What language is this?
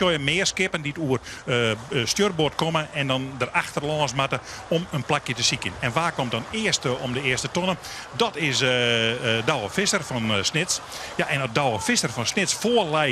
Western Frisian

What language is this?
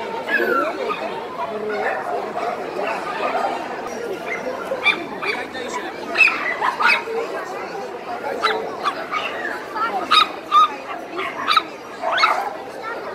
Dutch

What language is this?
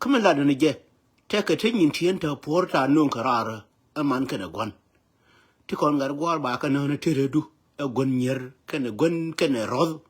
Nuer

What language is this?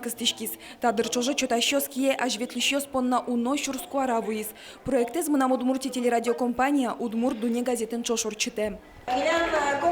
Udmurt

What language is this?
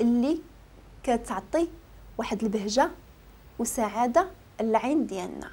Moroccan Arabic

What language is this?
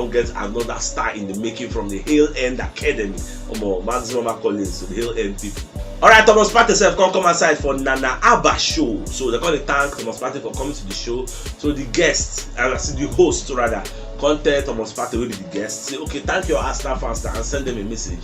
Nigerian Pidgin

